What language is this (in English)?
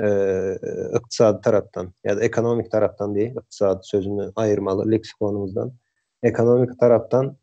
Turkmen